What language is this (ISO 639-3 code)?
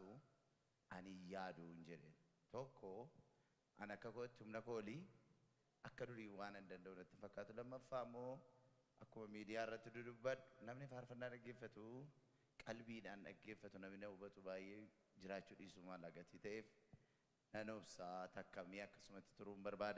orm